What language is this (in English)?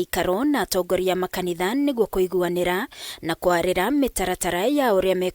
Kikuyu